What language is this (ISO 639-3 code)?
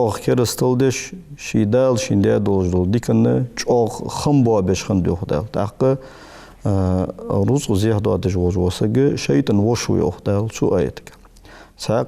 inh